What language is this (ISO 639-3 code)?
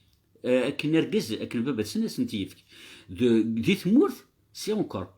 kab